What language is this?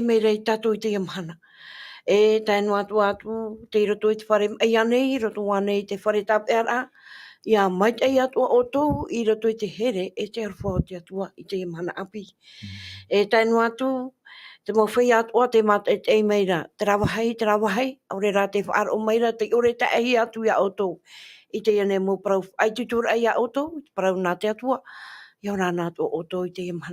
Tahitian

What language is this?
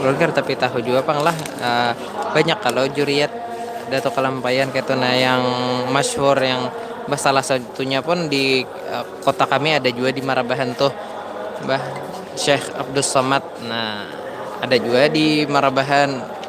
Banjar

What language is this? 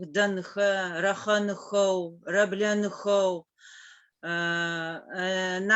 Adyghe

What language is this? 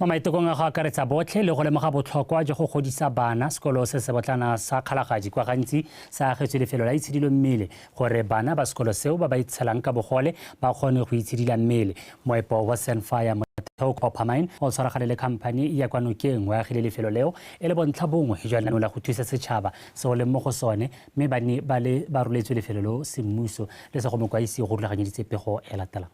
Tswana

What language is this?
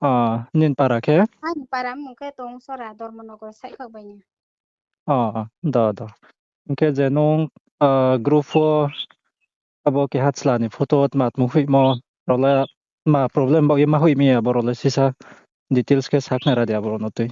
Riang (India)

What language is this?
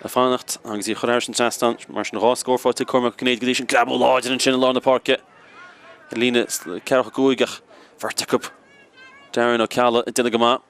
Irish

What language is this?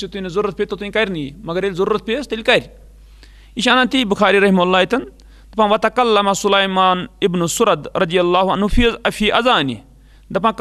Kashmiri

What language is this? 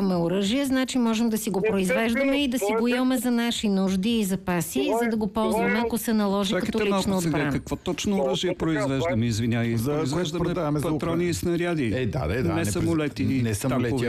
Bulgarian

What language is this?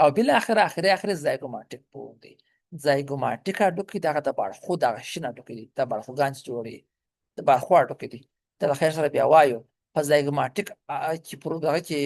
Pashto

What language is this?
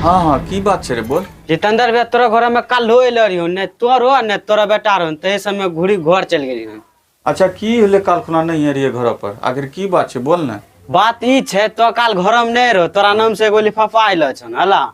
Angika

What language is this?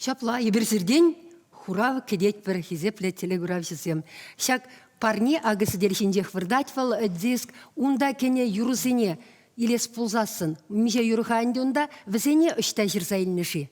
Chuvash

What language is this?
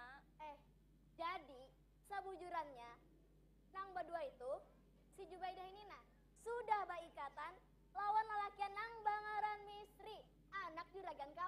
Banjar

